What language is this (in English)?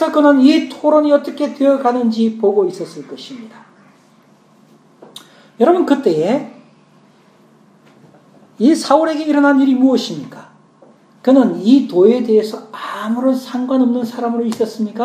Korean